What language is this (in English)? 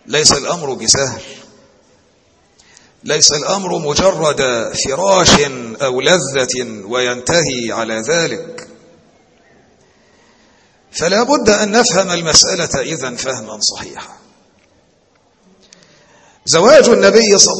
Arabic